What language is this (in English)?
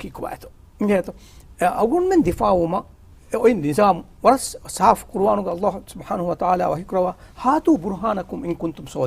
Divehi